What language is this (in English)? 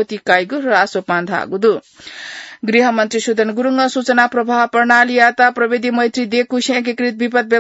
Newari